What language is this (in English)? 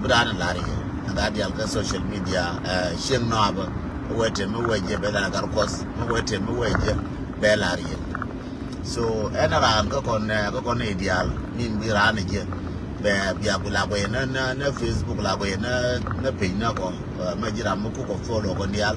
Nuer